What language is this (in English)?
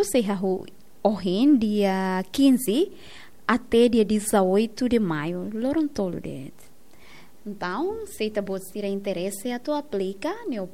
Tetum